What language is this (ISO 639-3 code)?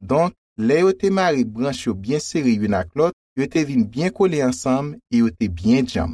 hat